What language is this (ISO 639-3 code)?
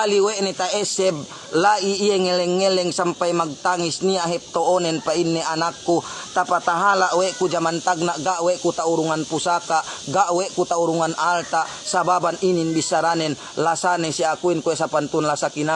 yka